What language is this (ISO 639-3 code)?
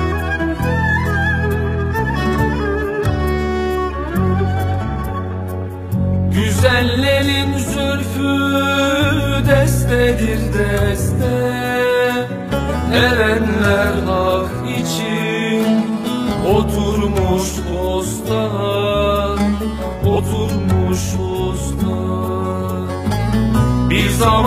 tur